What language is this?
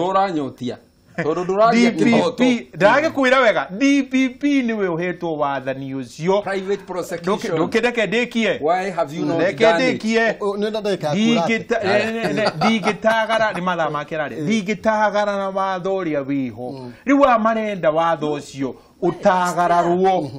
Kikuyu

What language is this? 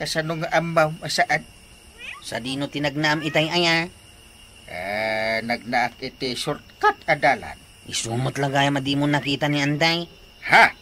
Iloko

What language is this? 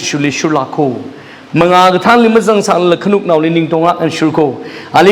Tangkhul Naga (India)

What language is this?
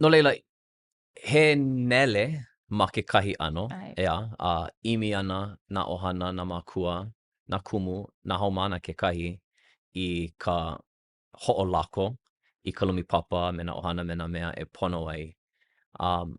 Hawaiian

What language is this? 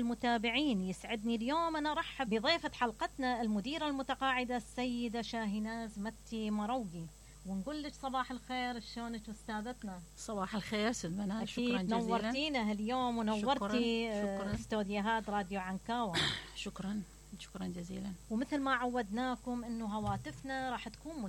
Mesopotamian Arabic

